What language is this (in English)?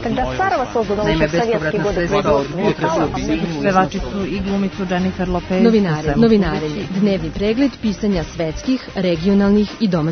Serbian